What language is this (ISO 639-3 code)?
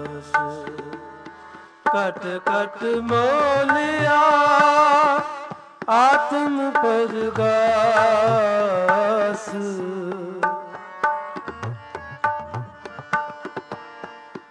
pan